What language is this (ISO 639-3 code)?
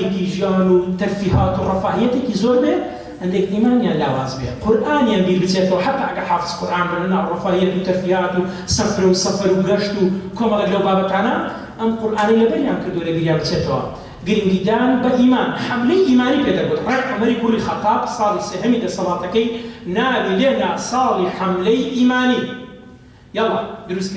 ckb